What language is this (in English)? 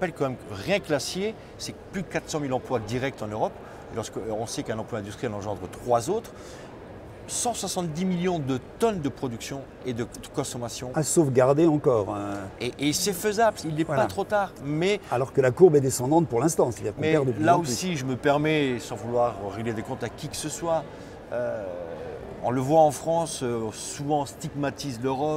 French